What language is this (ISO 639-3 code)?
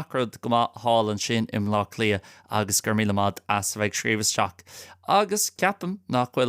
gle